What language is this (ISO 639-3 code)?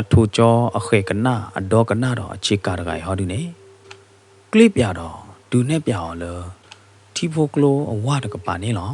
ksw